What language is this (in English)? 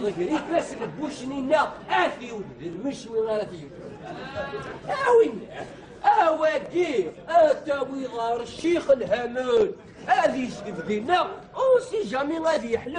Kabyle